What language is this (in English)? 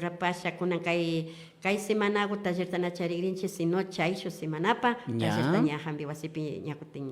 Imbabura Highland Quichua